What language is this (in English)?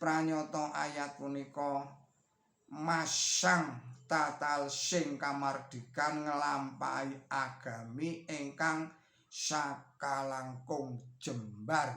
Javanese